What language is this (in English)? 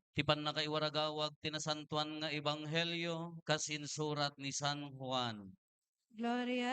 Iloko